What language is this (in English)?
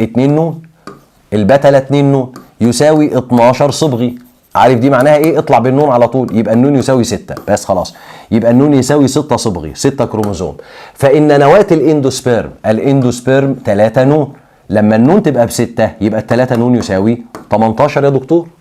Egyptian Arabic